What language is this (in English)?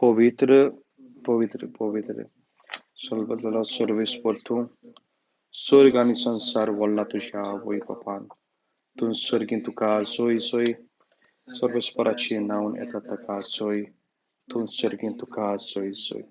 Konkani